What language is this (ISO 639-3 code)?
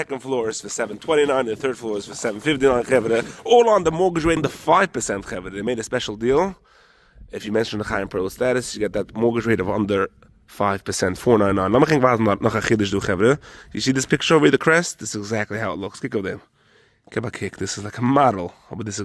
yid